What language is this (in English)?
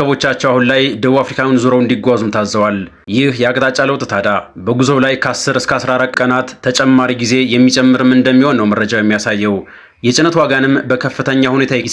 Amharic